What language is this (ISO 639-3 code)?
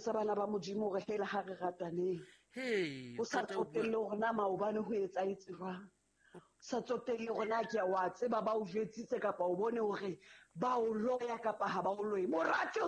sot